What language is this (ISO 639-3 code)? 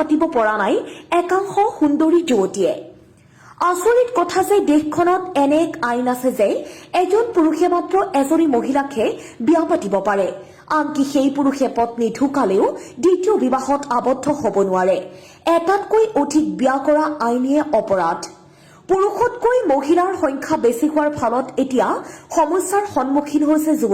asm